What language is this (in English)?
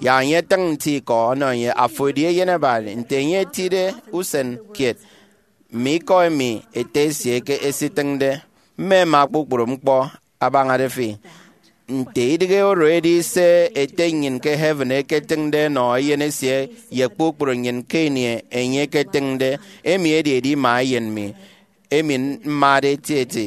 Efik